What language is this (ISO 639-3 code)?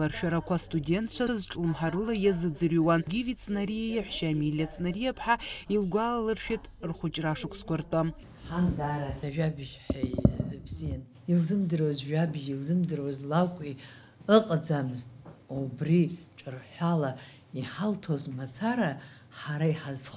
abk